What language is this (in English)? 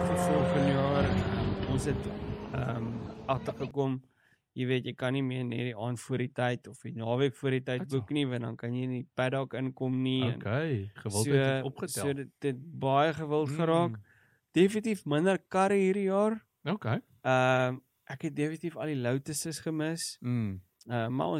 Afrikaans